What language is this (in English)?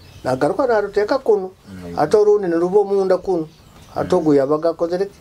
Nyoro